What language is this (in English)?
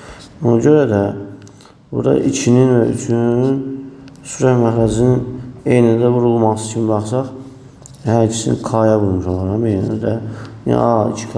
Azerbaijani